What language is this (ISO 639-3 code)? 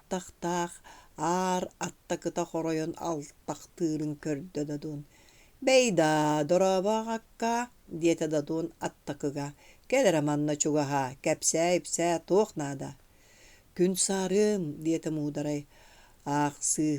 sah